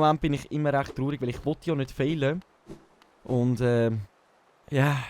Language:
Swiss German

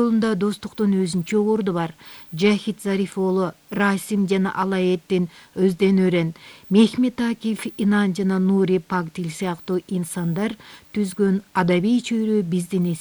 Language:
Kyrgyz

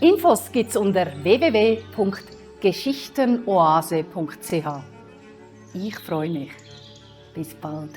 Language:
Swiss German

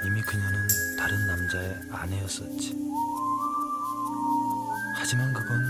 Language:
Korean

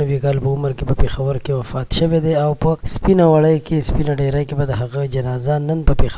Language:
Pashto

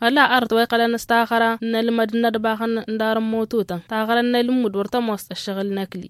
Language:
Tamasheq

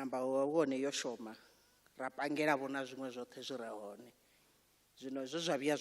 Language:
Venda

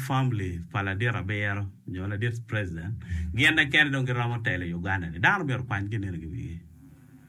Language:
Acoli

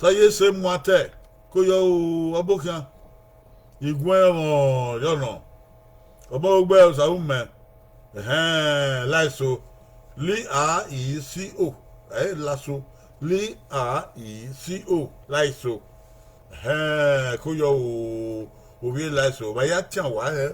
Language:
Bini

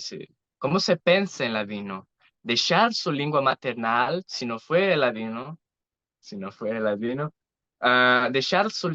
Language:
Ladino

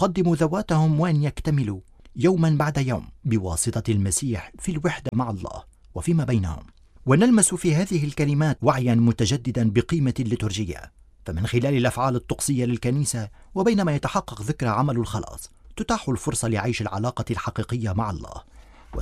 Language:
Arabic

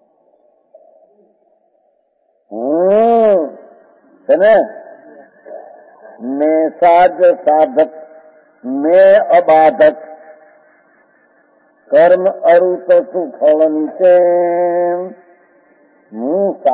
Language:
Gujarati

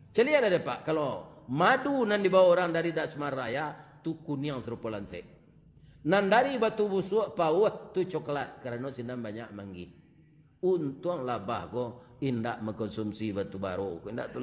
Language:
Minangkabau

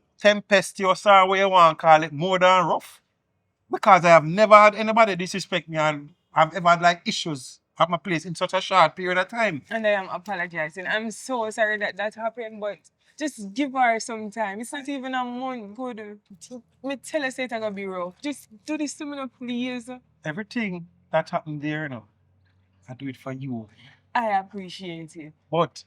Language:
Jamaican Creole English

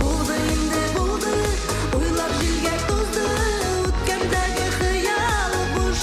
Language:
Tatar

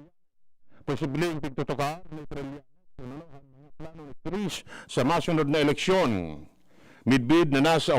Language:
Bikol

